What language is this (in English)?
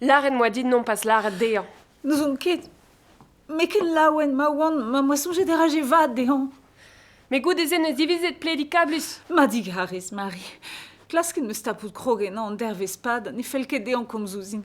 Breton